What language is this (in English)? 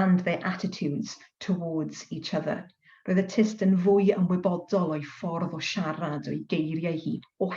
Welsh